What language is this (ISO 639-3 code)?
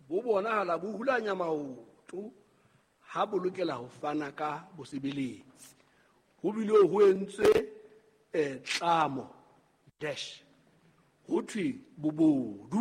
sot